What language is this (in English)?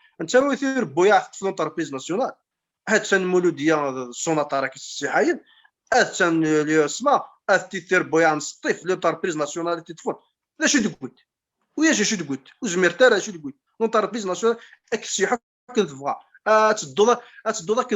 Kabyle